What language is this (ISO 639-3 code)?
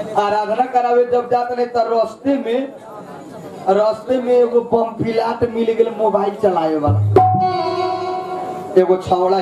bho